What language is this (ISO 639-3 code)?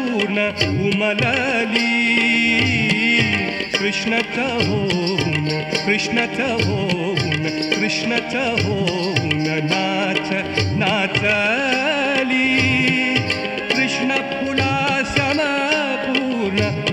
mar